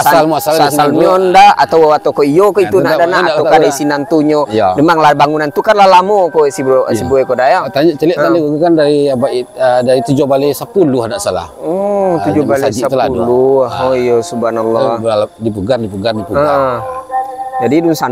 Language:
Minangkabau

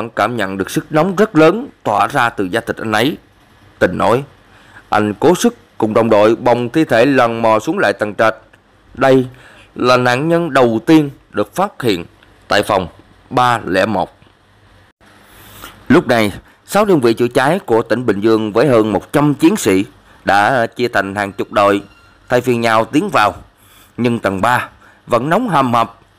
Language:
Vietnamese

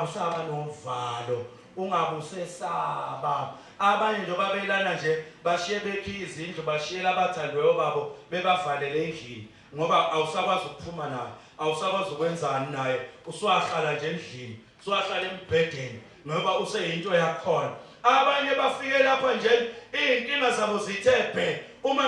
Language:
Zulu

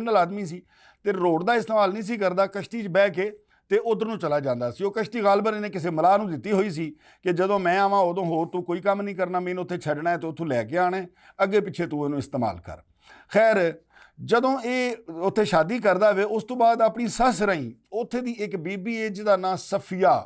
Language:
Western Panjabi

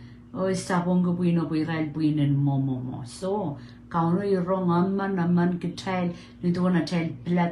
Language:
Pohnpeian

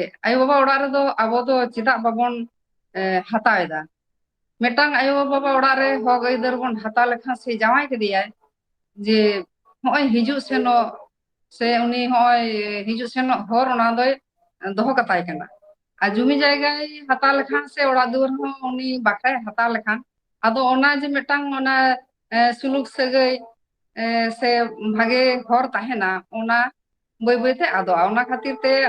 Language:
Santali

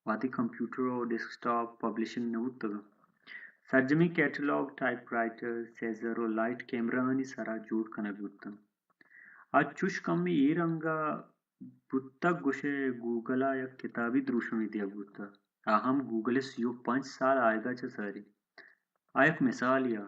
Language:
Baluchi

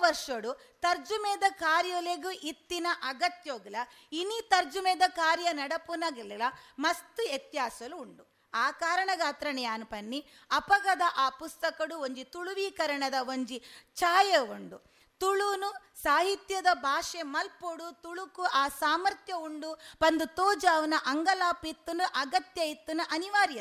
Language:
Tulu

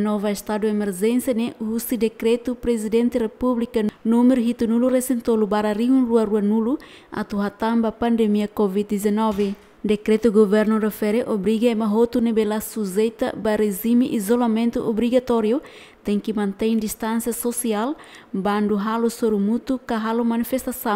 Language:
Tetum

